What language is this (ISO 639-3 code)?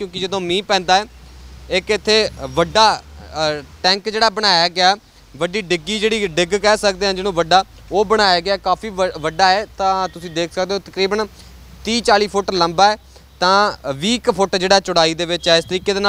pan